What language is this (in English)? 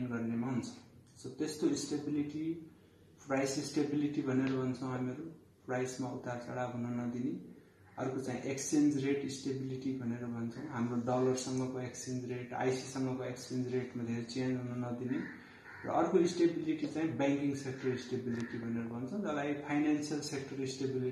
Nepali